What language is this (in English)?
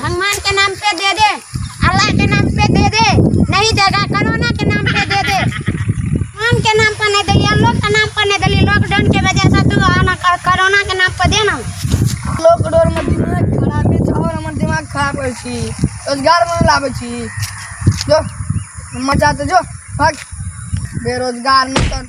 Maithili